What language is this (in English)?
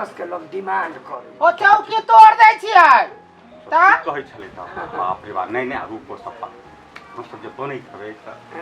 Maithili